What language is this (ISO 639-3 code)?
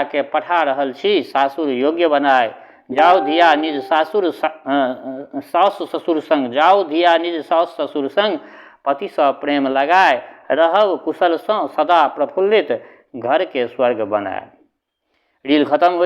mai